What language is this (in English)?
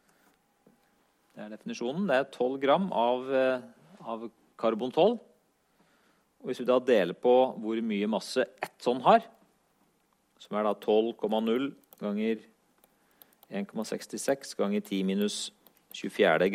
Norwegian